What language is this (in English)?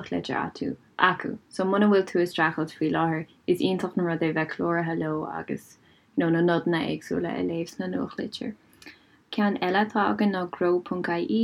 Irish